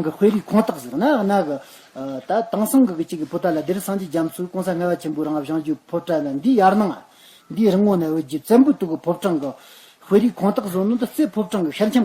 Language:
Tibetan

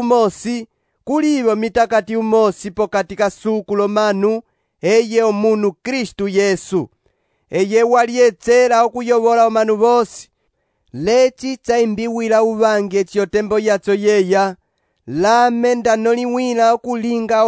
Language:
Umbundu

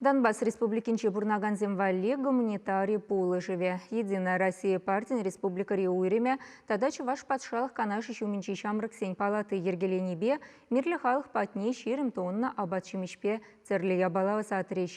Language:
Chuvash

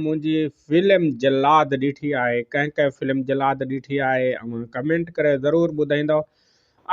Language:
Sindhi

